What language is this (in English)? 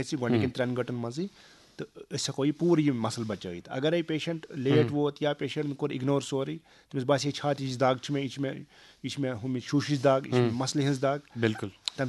Kashmiri